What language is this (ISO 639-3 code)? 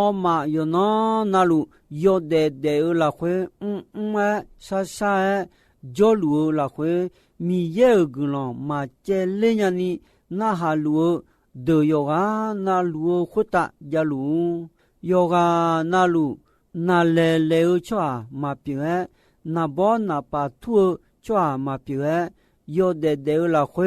ahk